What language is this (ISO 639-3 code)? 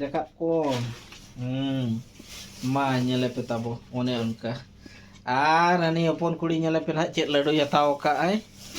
sat